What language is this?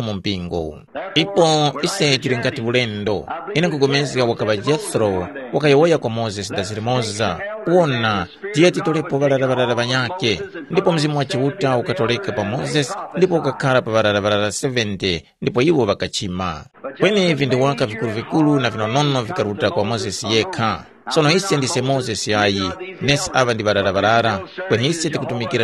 Tumbuka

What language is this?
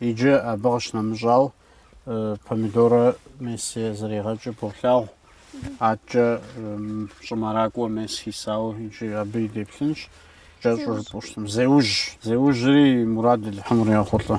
Kabardian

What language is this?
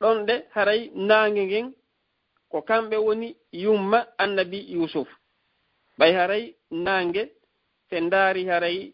Fula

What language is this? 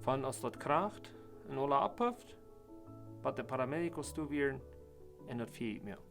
Plautdietsch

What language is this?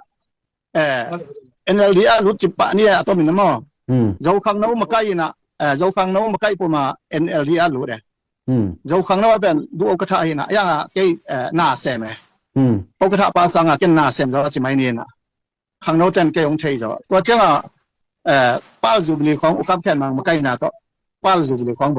Tedim Chin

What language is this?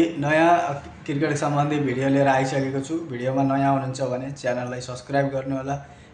Nepali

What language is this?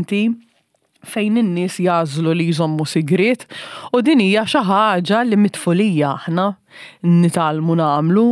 Maltese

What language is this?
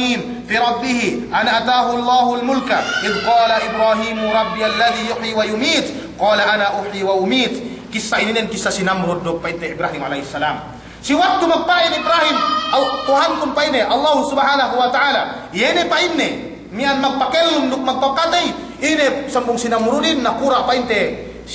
Yakan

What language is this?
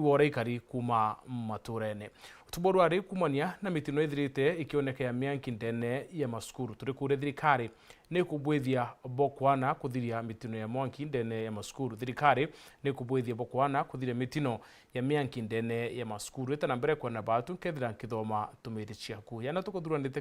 Meru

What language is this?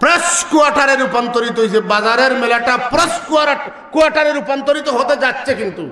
Sylheti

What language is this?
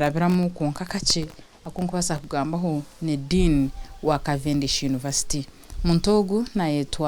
Nyankole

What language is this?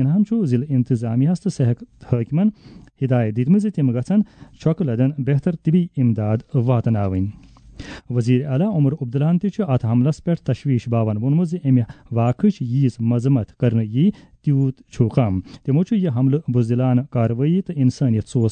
Kashmiri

